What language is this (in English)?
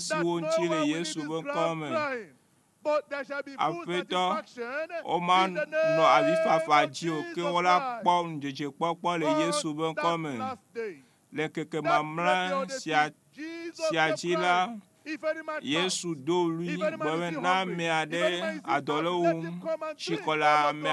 Ewe